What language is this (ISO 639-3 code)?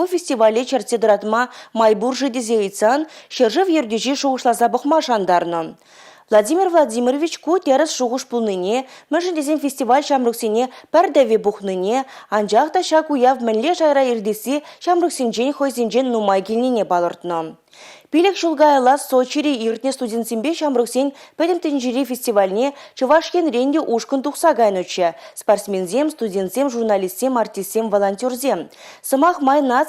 chv